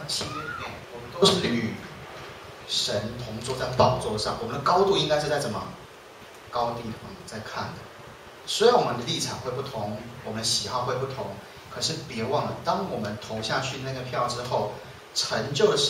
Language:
Chinese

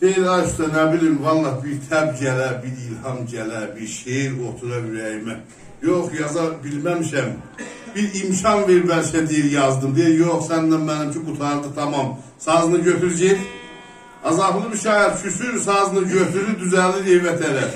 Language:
South Azerbaijani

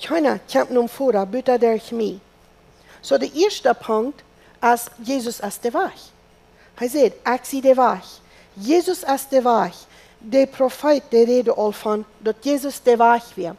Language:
Plautdietsch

